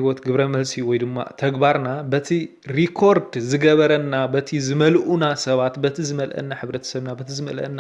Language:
Tigrinya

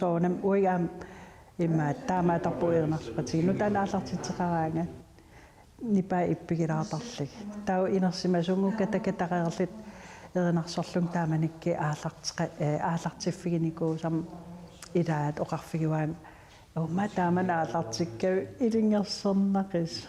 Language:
Kalaallisut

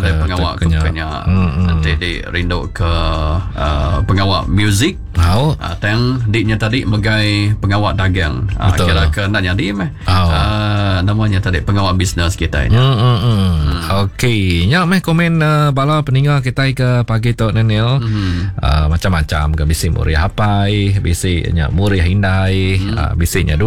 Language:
Iban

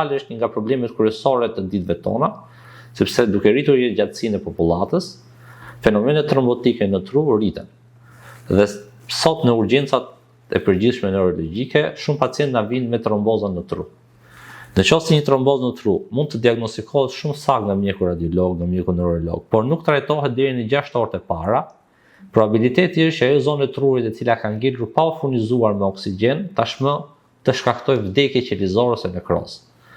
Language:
Albanian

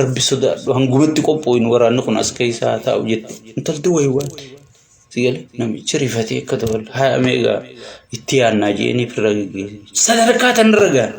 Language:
Oromo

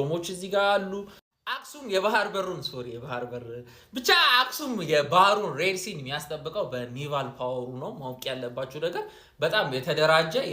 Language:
Amharic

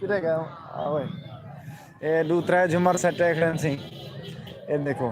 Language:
Saraiki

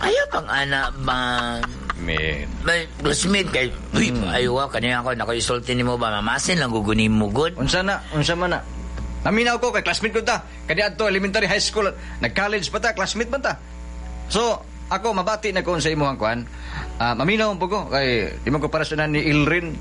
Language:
Cebuano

